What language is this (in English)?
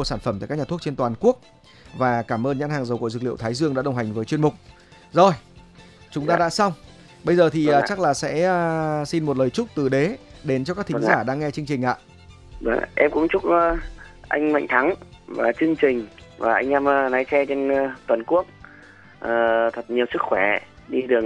Vietnamese